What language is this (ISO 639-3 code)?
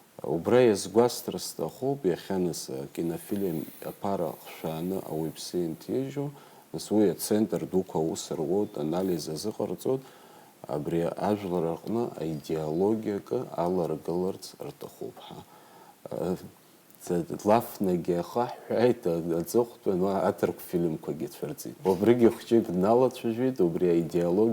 abk